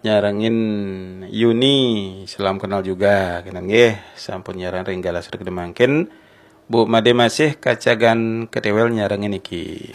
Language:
Balinese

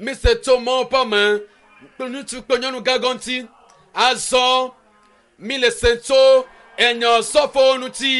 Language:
Ewe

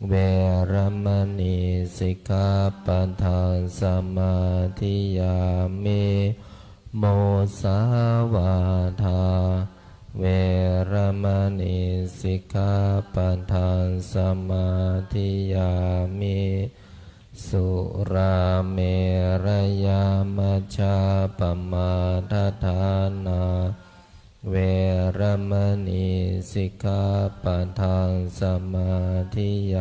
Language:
Pali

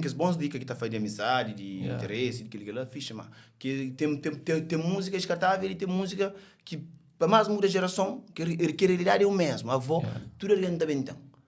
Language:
Kabuverdianu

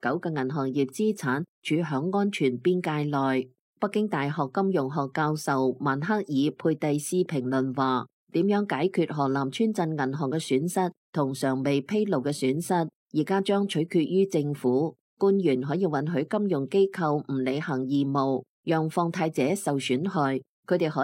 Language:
Cantonese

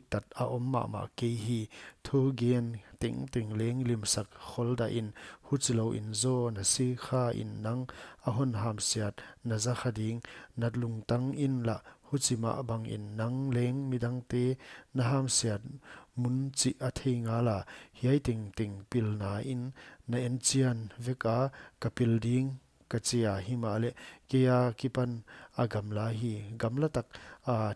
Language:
Paite Chin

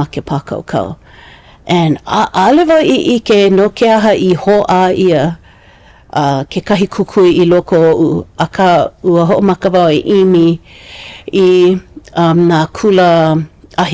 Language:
Hawaiian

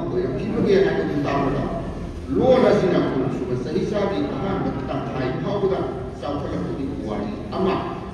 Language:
Manipuri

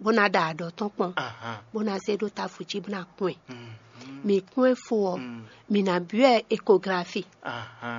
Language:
Fon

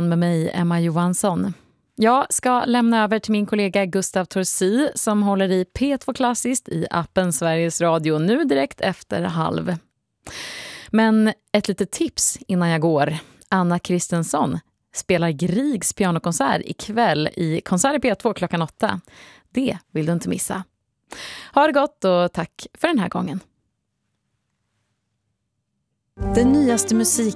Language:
Swedish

